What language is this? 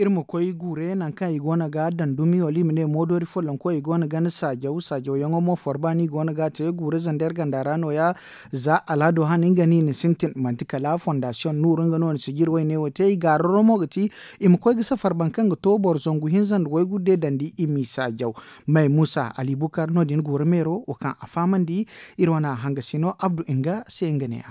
Zarma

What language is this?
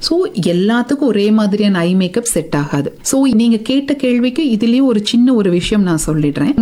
Tamil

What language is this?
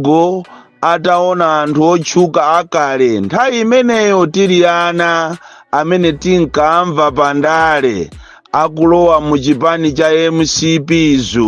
Nyanja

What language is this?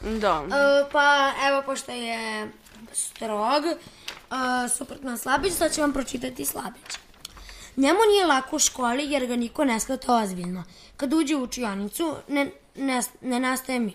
Serbian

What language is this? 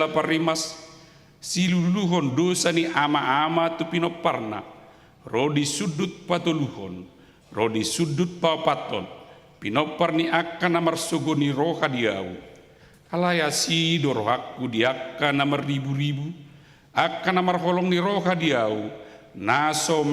Batak Toba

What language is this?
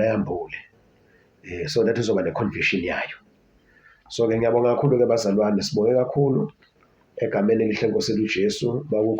Zulu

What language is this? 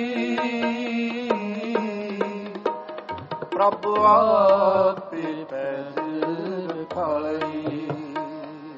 Punjabi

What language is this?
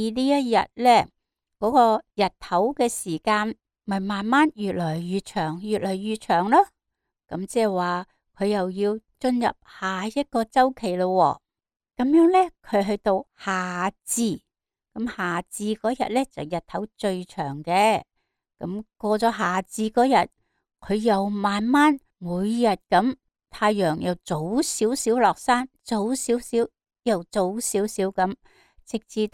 Cantonese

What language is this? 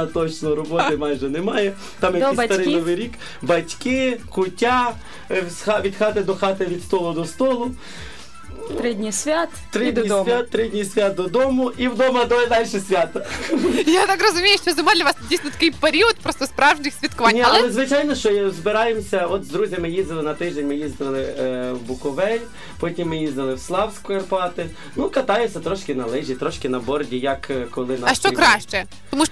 Ukrainian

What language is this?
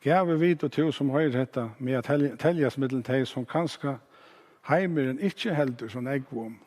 Faroese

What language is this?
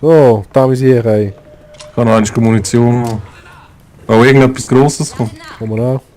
Swiss German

